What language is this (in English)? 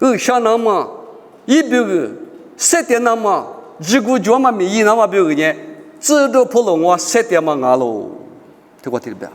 Lisu